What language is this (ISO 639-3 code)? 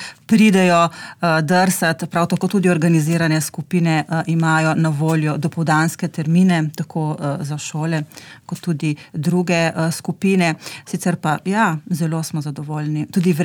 slv